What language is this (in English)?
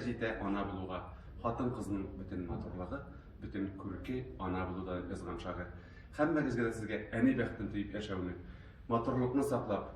Tatar